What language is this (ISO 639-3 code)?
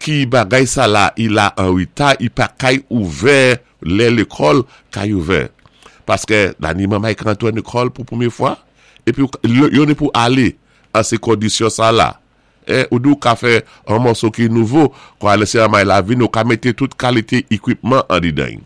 acf